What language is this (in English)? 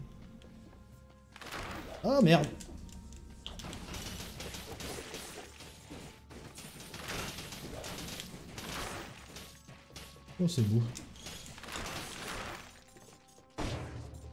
French